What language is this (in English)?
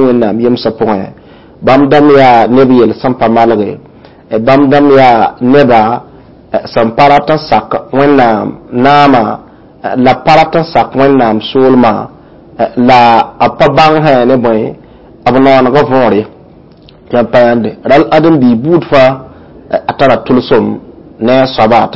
Mossi